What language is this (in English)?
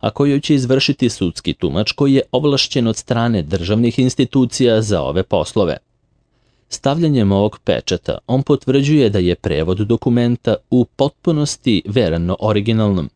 Serbian